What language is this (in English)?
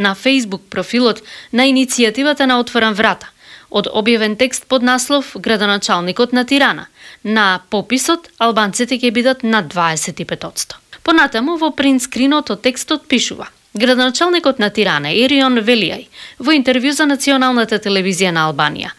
Macedonian